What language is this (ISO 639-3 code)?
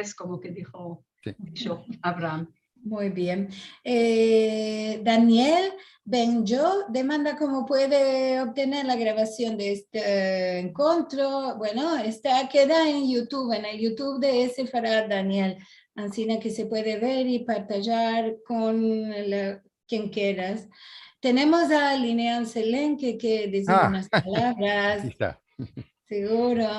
lad